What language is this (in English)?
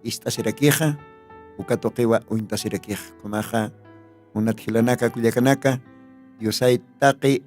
Aymara